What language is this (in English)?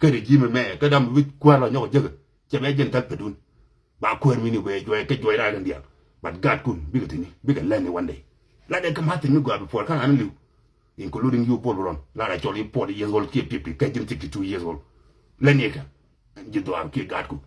Nuer